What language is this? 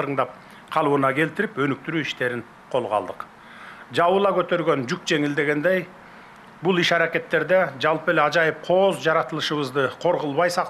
Kyrgyz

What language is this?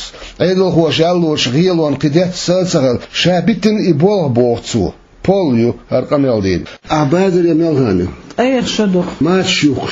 Chechen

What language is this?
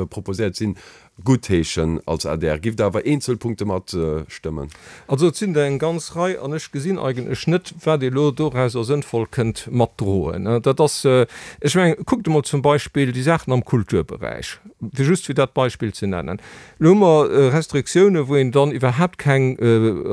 Luxembourgish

